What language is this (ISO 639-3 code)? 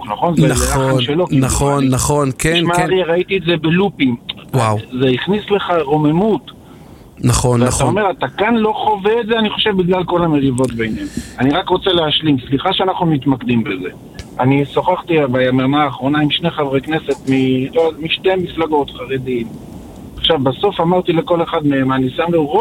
heb